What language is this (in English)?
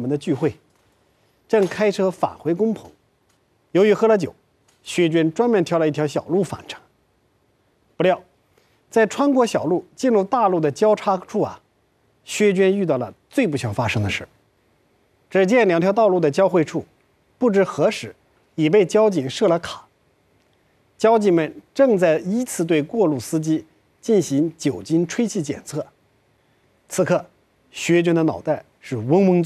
Chinese